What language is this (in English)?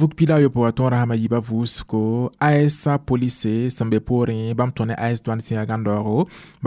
Mossi